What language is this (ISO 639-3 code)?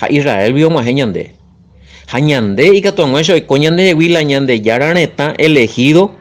grn